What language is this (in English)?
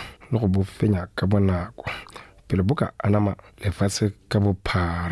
Tswana